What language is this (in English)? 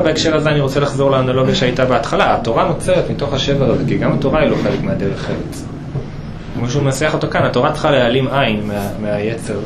Hebrew